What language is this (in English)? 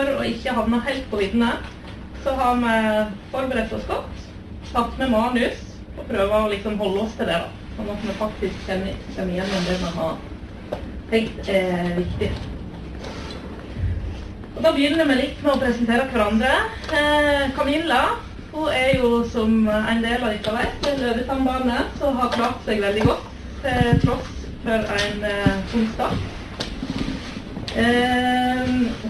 Norwegian